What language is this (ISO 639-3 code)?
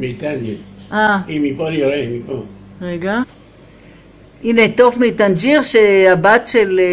heb